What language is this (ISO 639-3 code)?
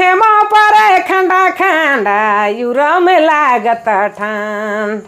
sck